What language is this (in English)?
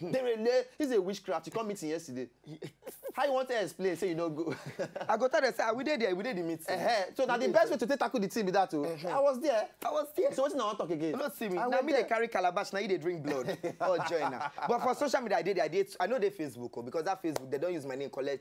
Nigerian Pidgin